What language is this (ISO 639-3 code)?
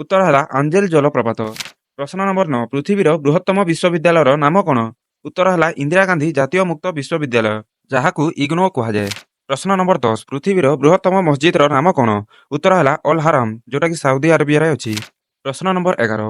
ori